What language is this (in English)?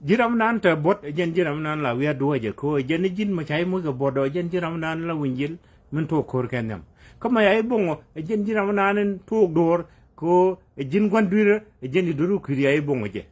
Nuer